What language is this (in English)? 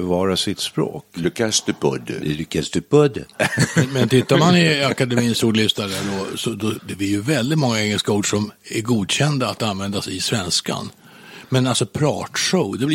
Swedish